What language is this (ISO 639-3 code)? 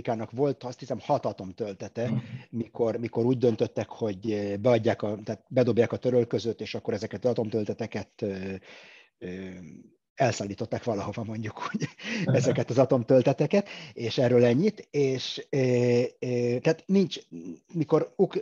hun